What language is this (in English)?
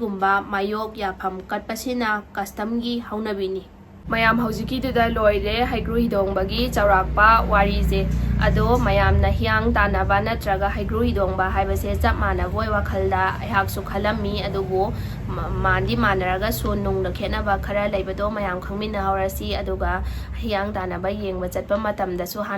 Manipuri